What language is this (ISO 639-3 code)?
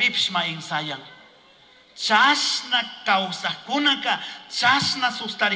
qug